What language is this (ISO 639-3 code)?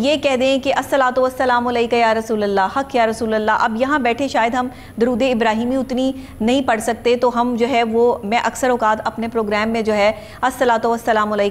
urd